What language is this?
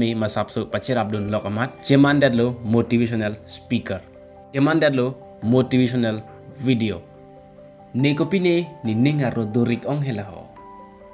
Karbi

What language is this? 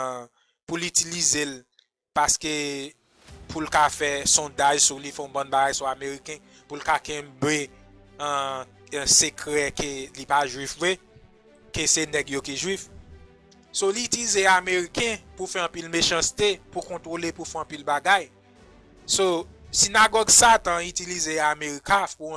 Haitian Creole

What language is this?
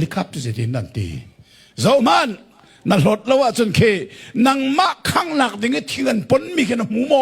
Hakha Chin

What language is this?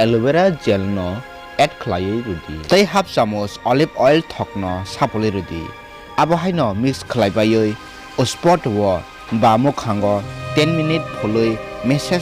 Kok Borok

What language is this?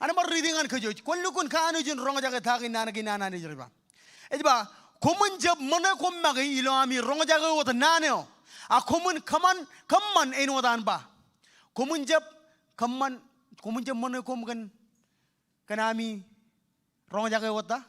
Marshallese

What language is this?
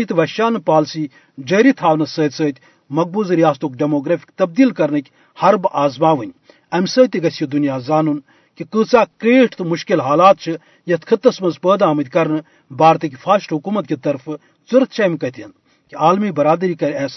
Kashmiri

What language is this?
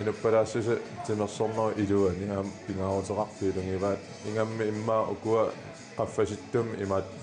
Kalaallisut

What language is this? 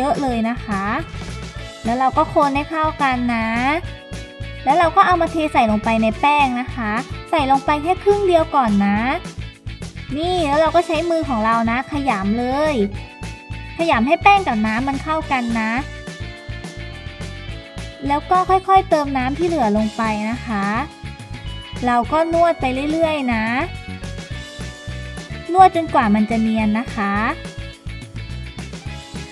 Thai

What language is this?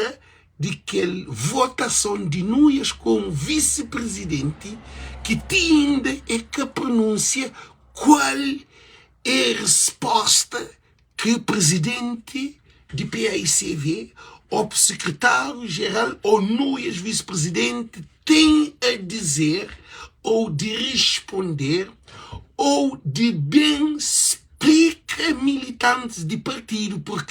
Kabuverdianu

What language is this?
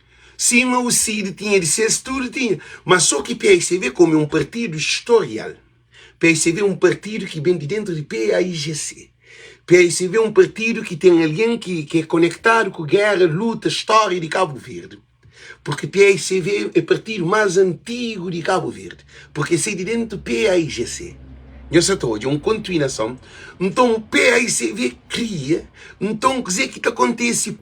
Kabuverdianu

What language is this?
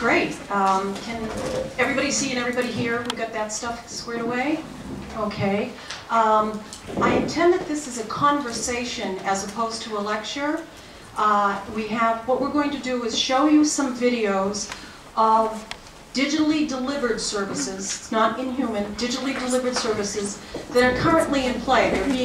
English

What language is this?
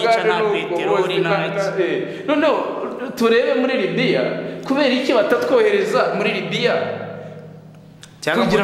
Kinyarwanda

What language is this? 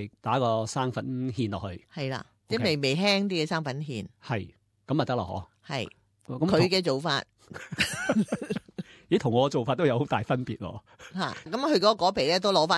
Cantonese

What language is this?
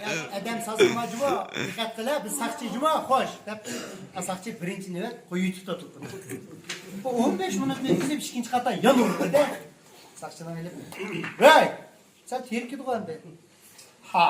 Uyghur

